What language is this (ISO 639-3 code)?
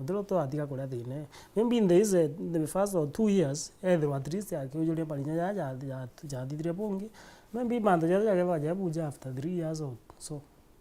mer